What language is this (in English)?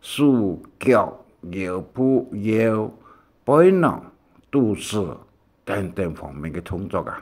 Hakka Chinese